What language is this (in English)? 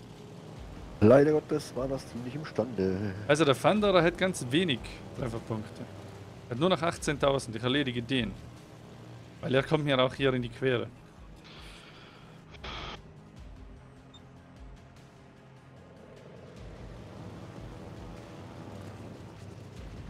German